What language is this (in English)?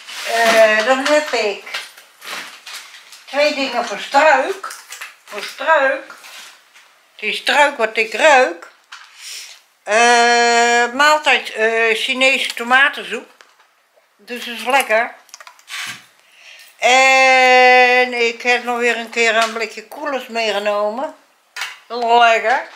Dutch